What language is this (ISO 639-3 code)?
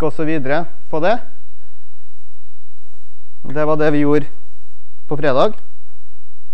nor